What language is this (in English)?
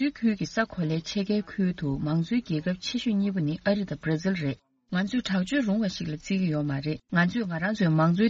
Tibetan